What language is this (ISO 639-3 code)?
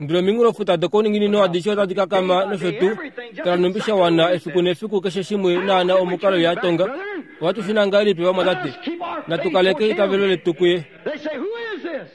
kua